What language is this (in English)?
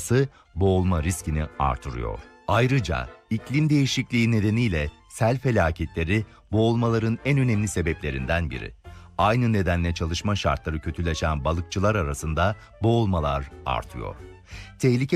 Turkish